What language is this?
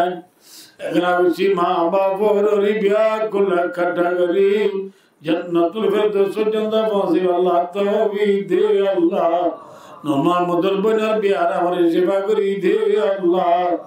Rohingya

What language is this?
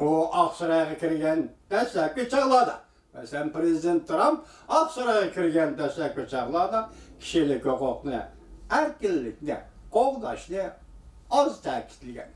Uyghur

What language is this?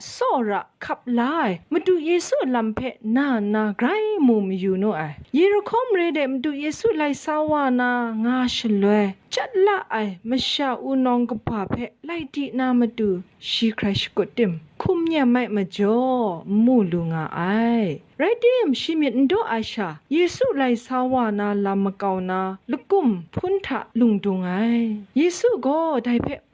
Kachin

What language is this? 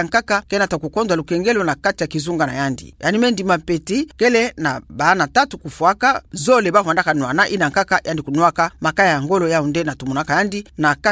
Kituba (Democratic Republic of Congo)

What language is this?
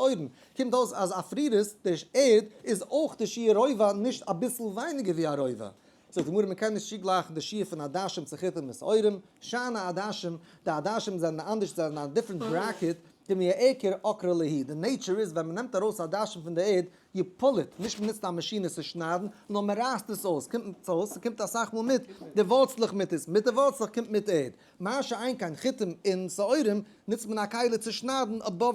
Yiddish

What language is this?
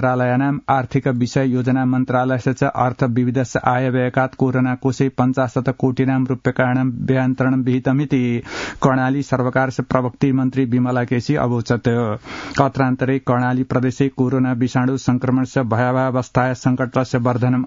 Sanskrit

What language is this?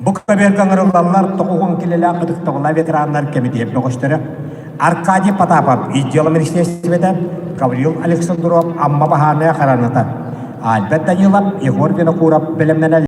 Yakut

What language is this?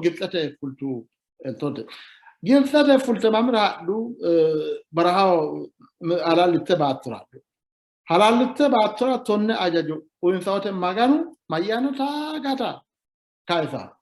Sidamo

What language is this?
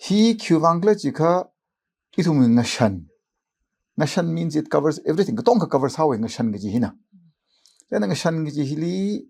Tangkhul Naga (India)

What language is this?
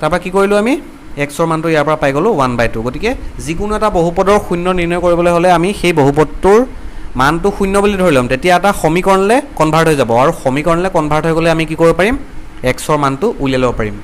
Assamese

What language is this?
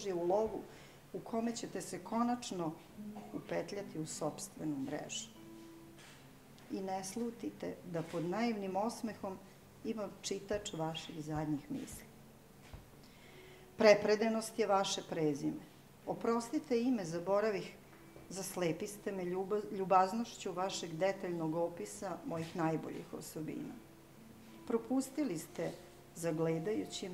Serbian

